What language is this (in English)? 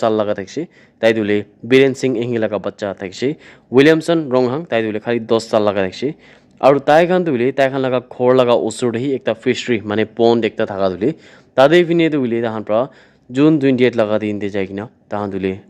Naga Pidgin